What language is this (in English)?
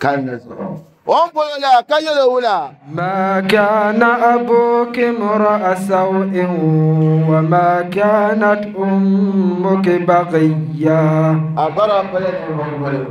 Dagbani